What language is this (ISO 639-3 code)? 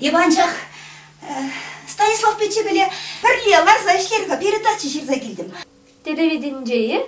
chv